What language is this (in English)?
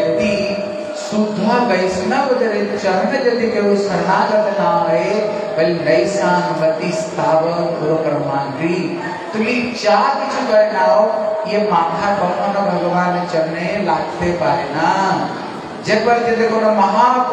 Bangla